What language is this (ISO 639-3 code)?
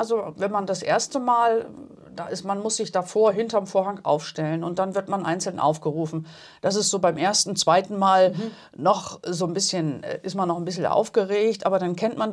deu